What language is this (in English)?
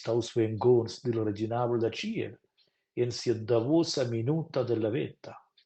Romansh